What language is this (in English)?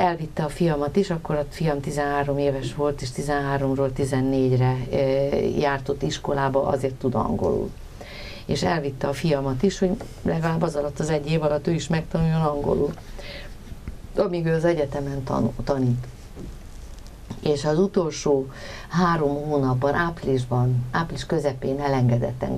Hungarian